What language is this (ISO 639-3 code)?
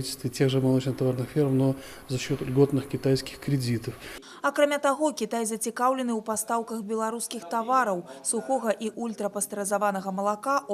bel